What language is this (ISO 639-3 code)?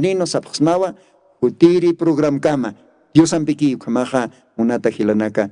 aym